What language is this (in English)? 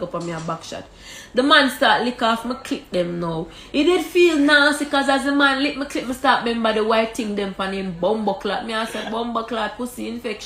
Jamaican Creole English